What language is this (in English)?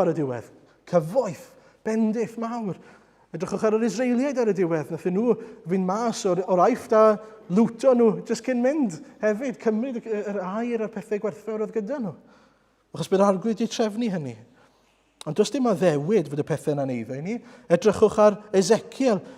Welsh